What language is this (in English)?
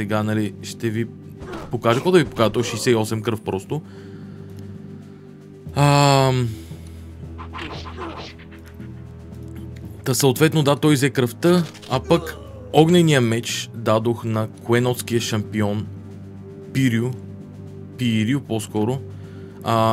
Bulgarian